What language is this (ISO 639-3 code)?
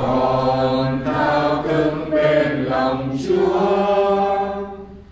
vie